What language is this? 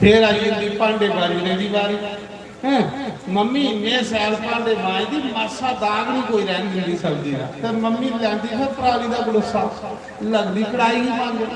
Dogri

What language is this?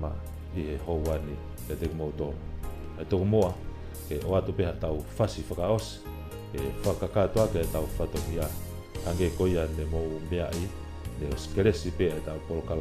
Tongan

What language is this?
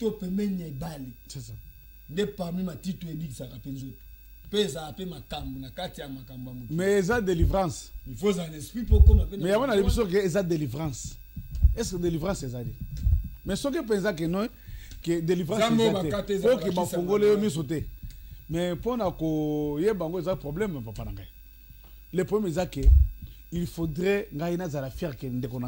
Lingala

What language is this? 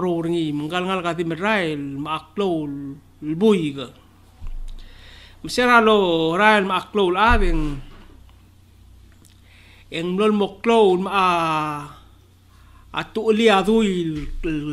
Palauan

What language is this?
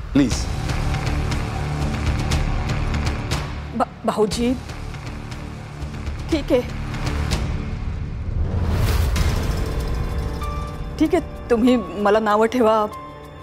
Marathi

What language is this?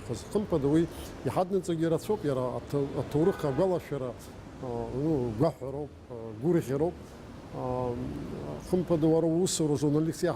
Abkhazian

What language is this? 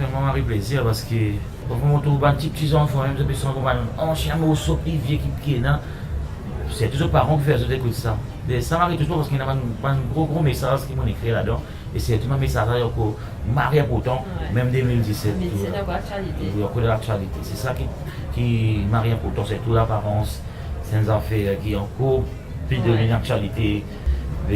Morisyen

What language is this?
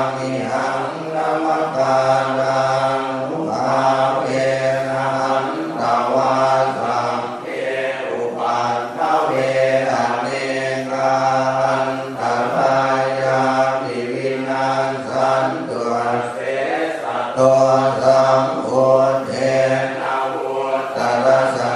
Pali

